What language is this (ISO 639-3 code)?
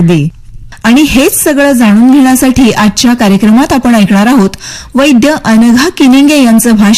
mar